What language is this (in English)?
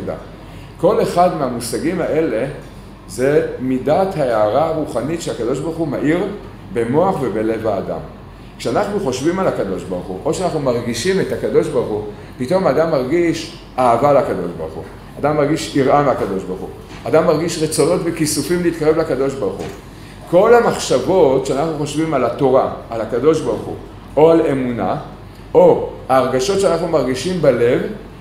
Hebrew